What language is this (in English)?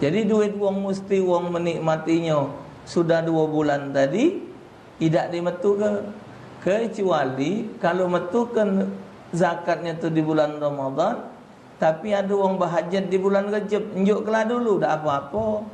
Musi